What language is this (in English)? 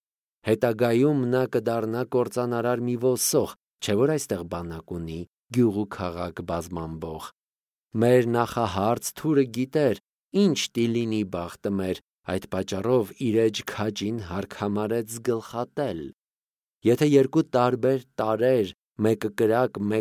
Armenian